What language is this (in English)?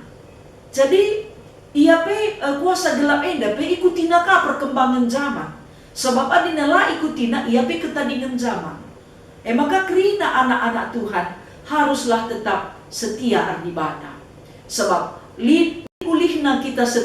Batak Karo